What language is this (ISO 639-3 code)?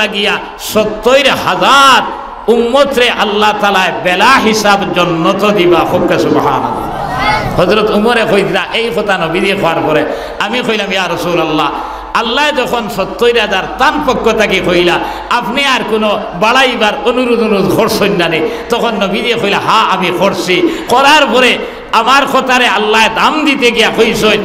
syl